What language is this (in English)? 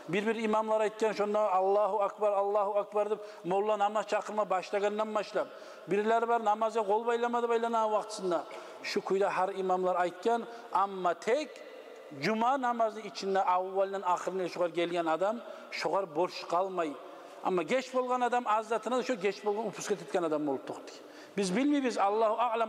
Kumyk